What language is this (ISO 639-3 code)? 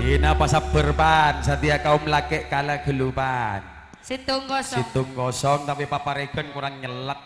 mad